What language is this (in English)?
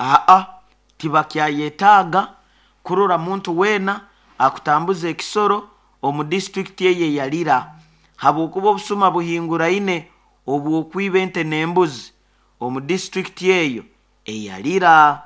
Nyoro